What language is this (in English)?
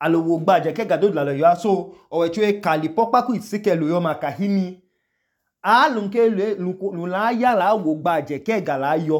Idoma